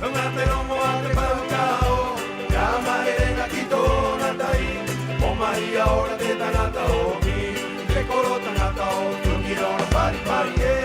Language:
Rapanui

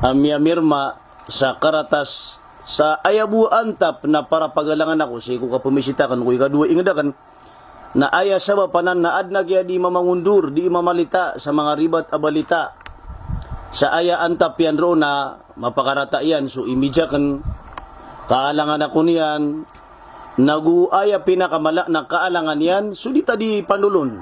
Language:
Maranao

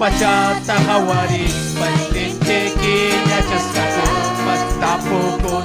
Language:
Ayacucho Quechua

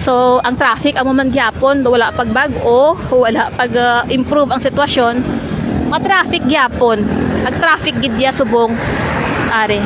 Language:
Hiligaynon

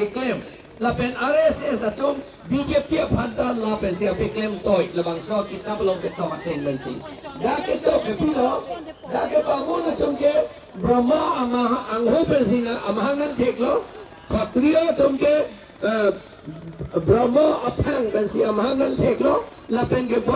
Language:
Karbi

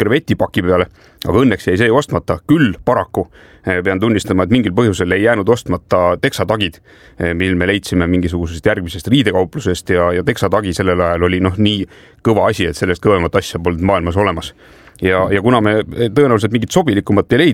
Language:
Estonian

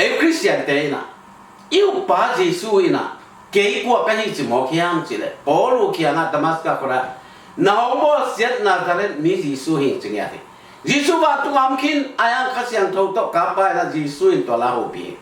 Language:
Tedim Chin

